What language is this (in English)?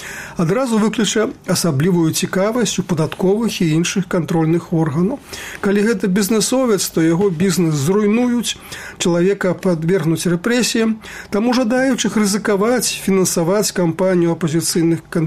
Belarusian